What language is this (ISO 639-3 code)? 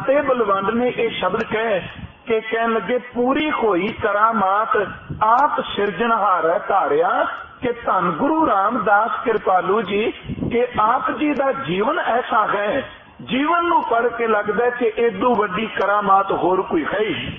pan